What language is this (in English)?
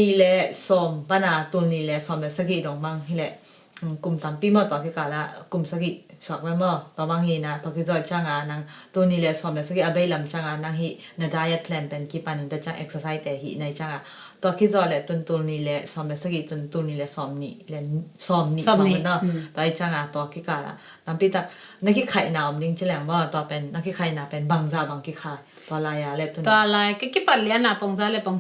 Tedim Chin